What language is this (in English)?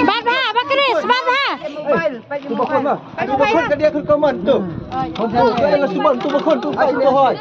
Khasi